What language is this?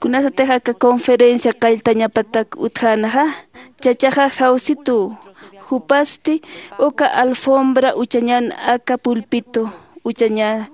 Aymara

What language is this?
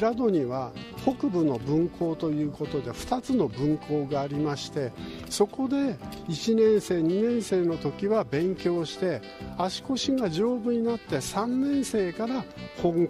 Japanese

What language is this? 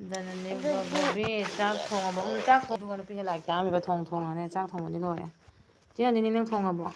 Manipuri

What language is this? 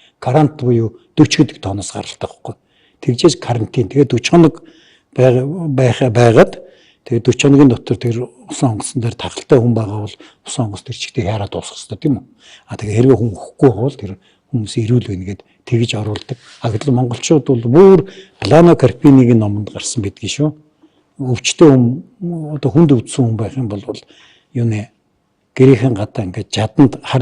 Mongolian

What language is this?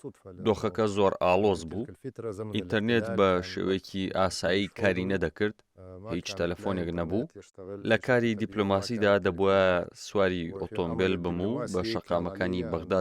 Central Kurdish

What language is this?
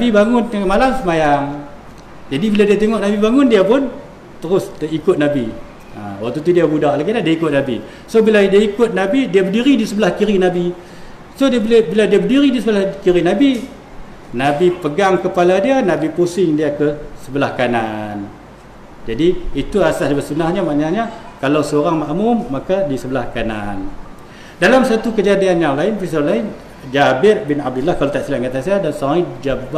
Malay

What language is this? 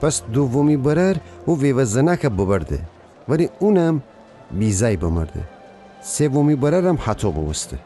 Gilaki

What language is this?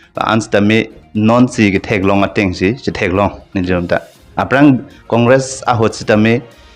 Karbi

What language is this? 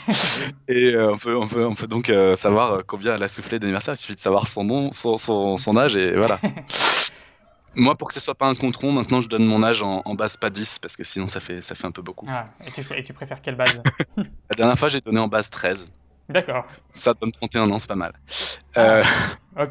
French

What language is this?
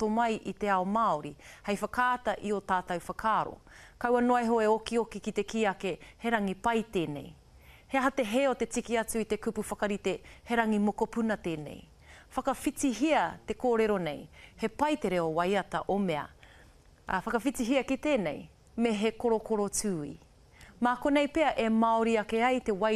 Māori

